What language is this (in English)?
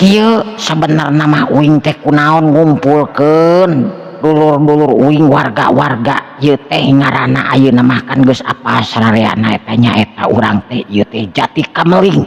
Sundanese